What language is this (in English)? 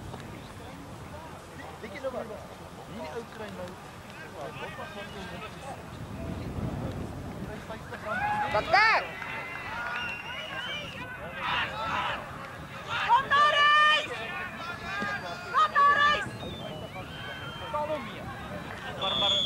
Afrikaans